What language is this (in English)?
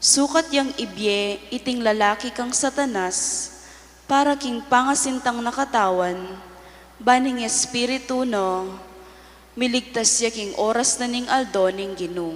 Pampanga